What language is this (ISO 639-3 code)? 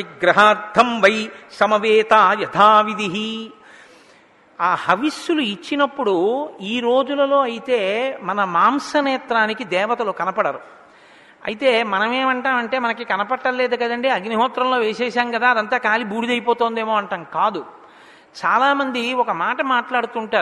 tel